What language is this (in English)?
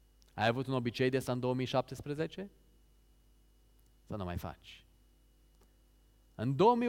Romanian